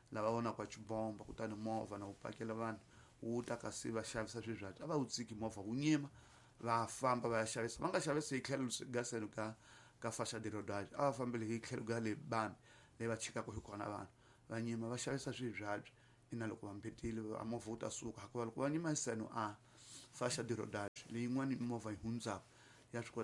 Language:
Tsonga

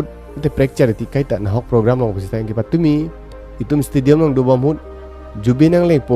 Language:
Karbi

